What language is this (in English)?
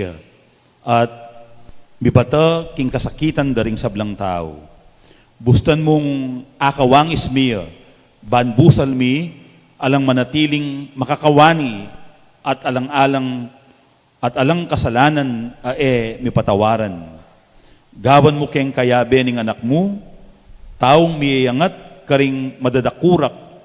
Pampanga